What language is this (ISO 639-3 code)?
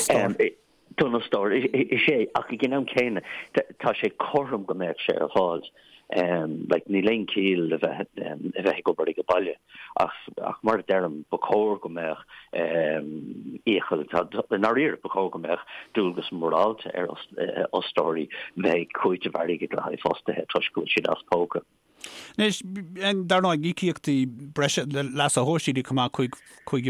gle